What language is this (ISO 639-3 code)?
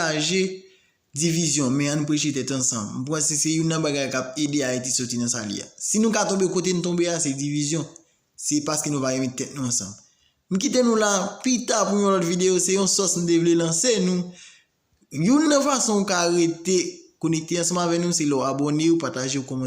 hat